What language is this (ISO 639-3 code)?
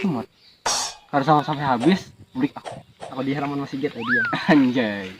bjn